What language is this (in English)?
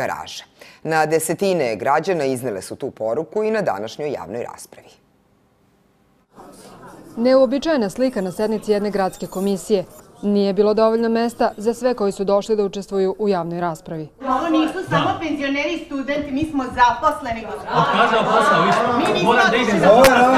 Serbian